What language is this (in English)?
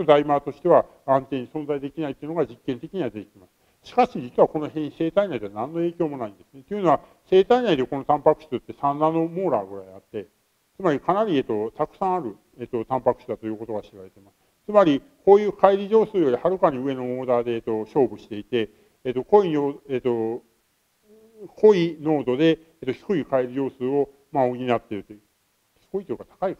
Japanese